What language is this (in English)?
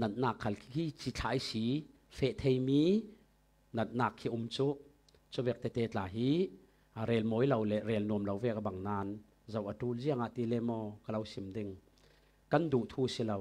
Falam Chin